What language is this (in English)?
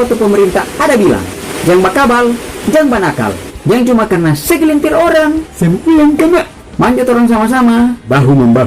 Manado Malay